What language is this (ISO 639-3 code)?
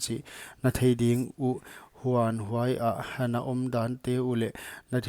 pck